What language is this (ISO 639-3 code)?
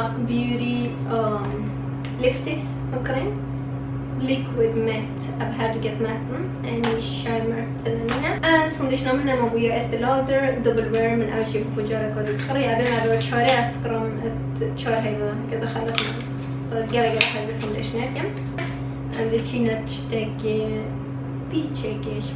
kur